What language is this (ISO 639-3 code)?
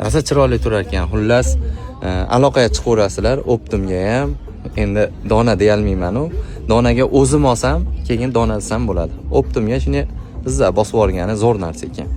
uzb